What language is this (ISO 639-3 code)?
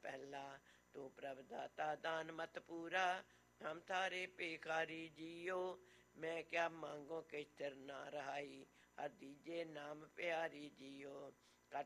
pan